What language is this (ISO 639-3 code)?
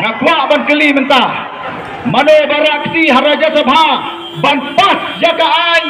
kha